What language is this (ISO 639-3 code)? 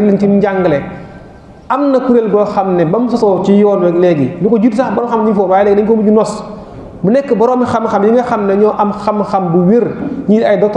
wol